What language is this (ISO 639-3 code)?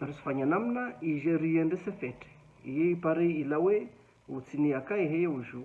zdj